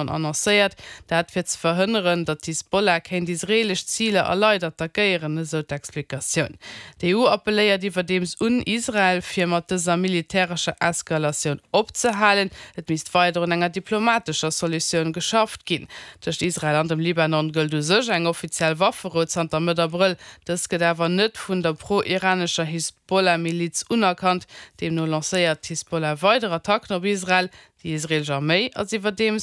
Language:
Luxembourgish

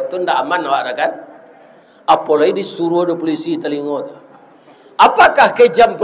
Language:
Minangkabau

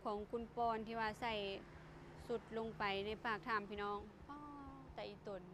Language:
Lao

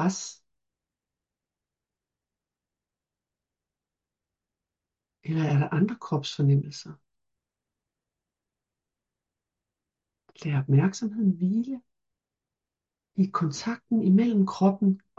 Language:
Danish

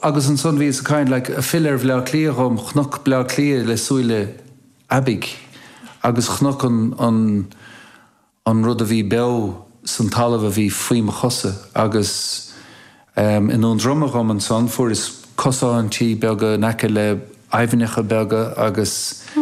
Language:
Irish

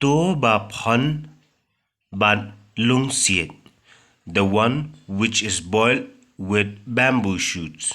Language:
Khasi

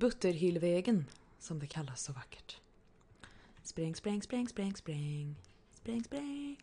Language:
Swedish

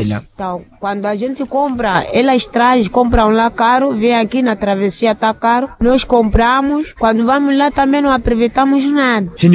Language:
Makhuwa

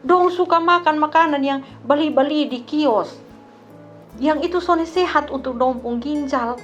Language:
Kupang Malay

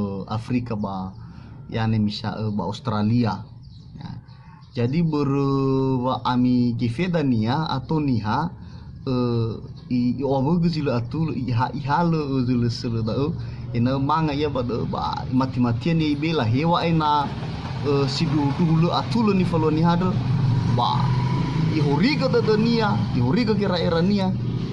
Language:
Nias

